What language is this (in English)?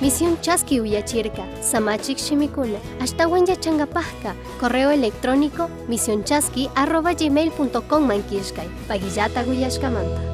Chimborazo Highland Quichua